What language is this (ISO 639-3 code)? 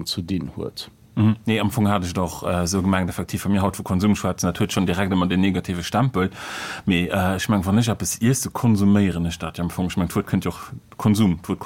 ltz